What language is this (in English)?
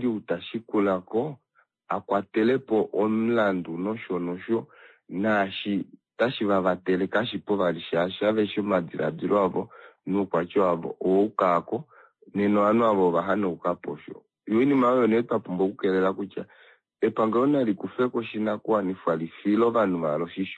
Kuanyama